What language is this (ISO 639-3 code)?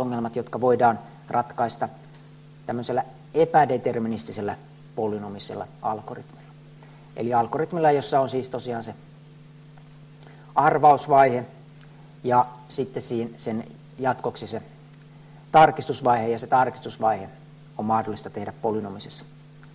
fin